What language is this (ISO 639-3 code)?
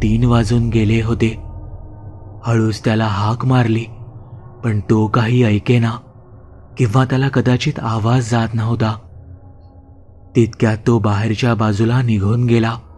mar